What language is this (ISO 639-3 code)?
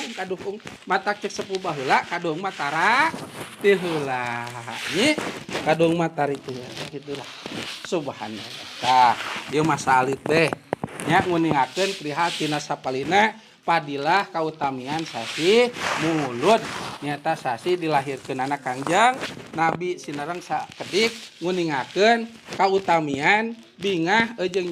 sun